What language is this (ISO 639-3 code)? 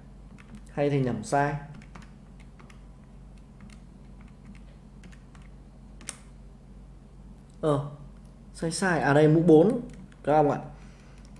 vie